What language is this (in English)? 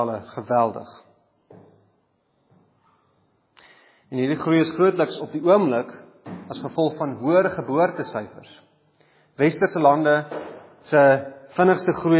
Afrikaans